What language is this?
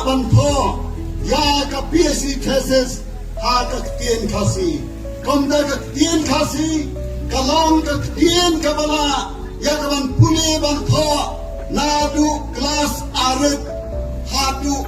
Khasi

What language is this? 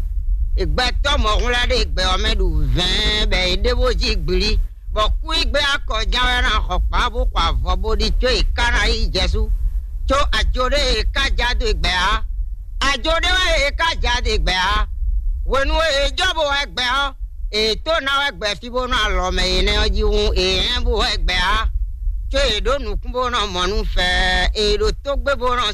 Fon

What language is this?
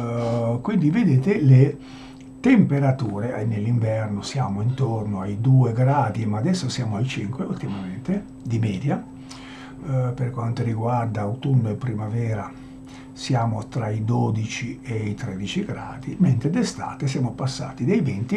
Italian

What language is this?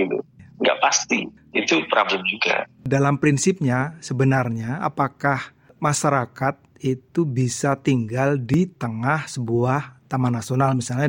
Indonesian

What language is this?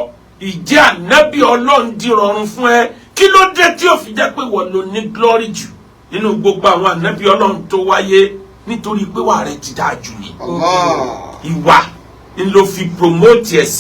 Yoruba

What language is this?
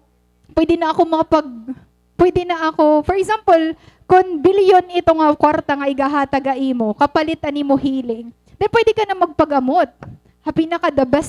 Waray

